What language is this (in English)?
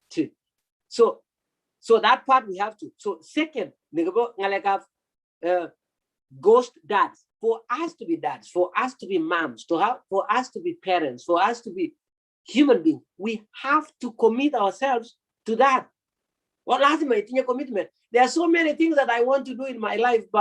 Kalenjin